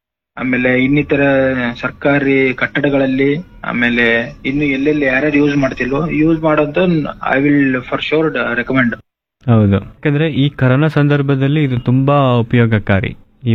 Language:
Kannada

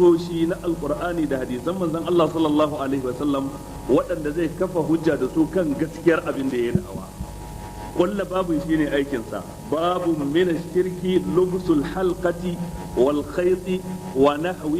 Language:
Hausa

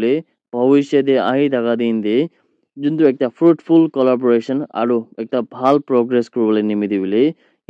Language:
Naga Pidgin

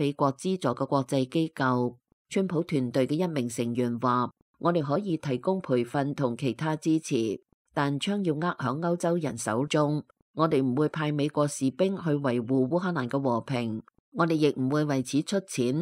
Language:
Cantonese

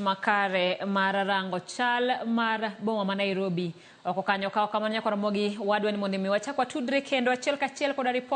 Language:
Luo (Kenya and Tanzania)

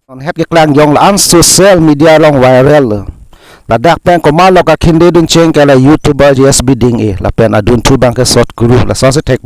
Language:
Karbi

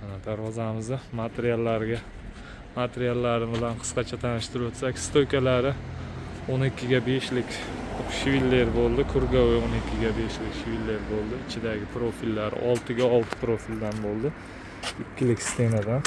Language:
Uzbek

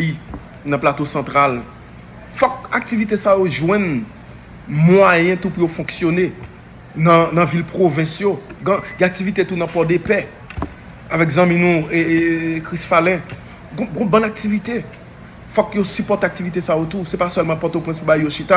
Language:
Haitian Creole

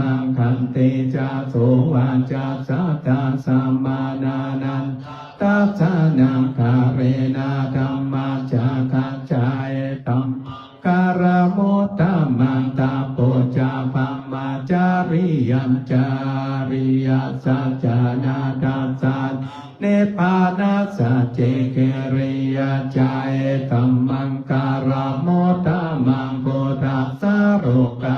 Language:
Pali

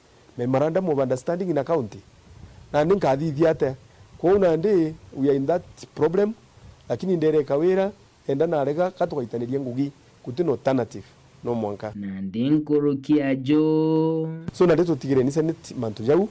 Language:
Meru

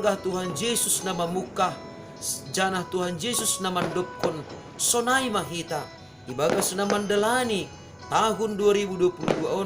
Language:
Batak Simalungun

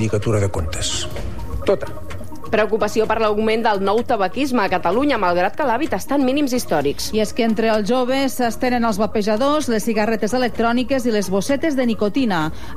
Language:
Catalan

